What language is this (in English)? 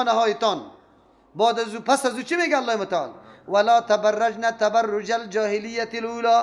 Persian